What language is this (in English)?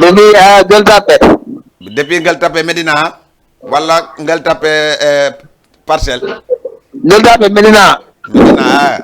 Fula